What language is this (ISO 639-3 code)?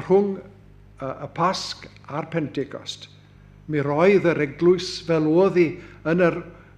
cym